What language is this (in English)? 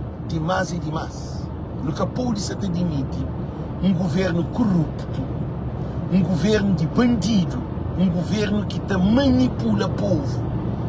Kabuverdianu